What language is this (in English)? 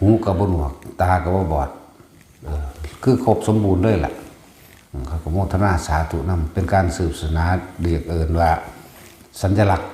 Northeastern Thai